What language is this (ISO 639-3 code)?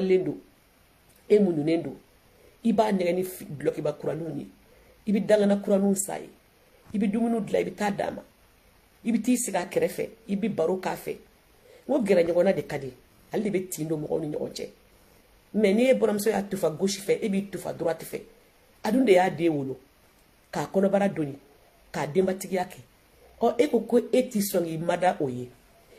bam